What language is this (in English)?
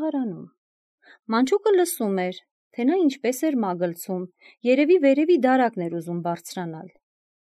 Armenian